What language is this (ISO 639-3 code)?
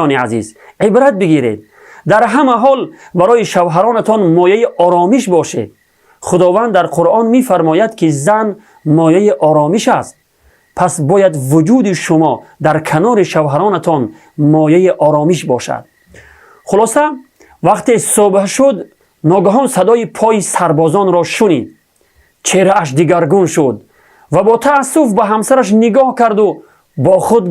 tgk